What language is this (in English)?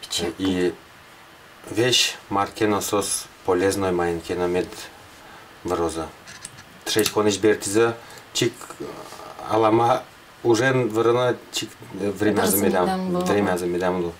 Udmurt